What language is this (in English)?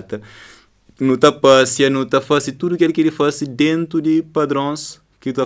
Kabuverdianu